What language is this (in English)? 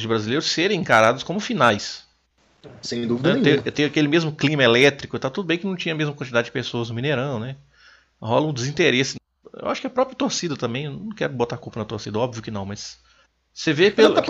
Portuguese